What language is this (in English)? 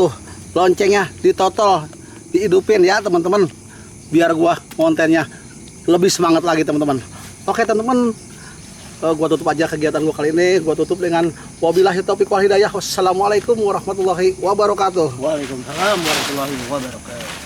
Betawi